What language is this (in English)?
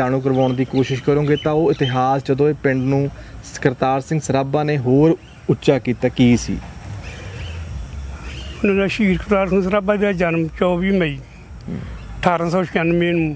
Punjabi